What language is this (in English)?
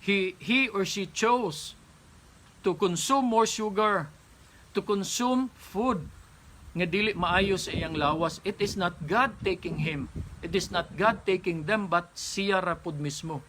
Cebuano